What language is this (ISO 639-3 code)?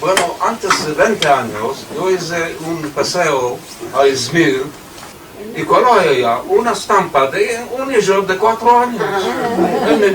lad